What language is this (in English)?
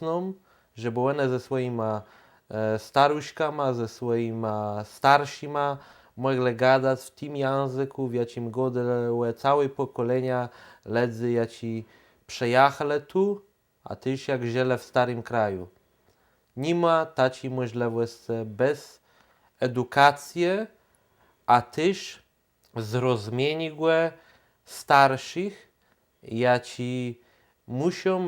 Kashubian